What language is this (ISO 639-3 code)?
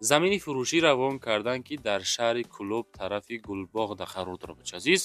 tgk